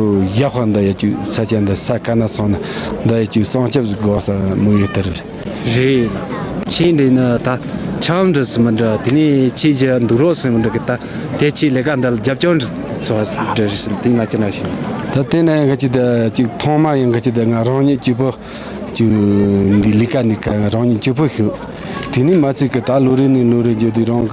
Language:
Tibetan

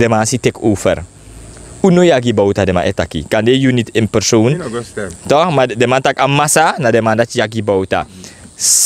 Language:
Sranan Tongo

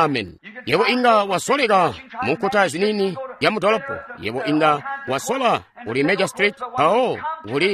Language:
Tonga (Zambia)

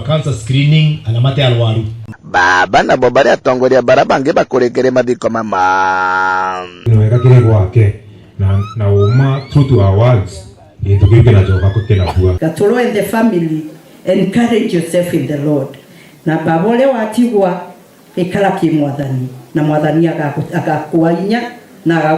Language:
Meru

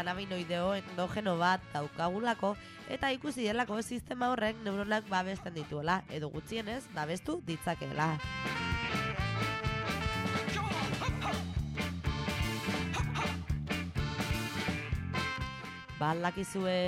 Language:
Basque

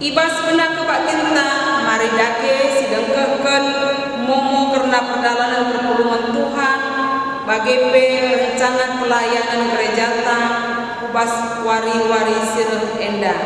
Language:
Batak Karo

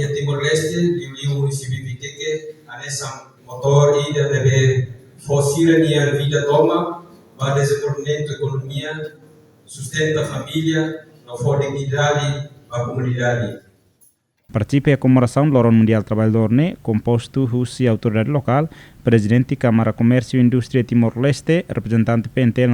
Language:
Tetum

